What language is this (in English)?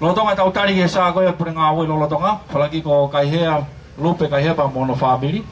Tongan